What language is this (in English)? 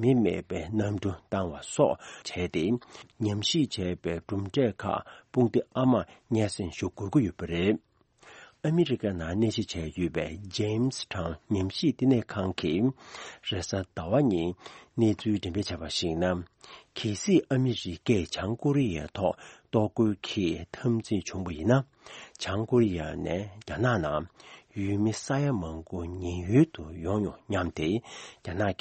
Tibetan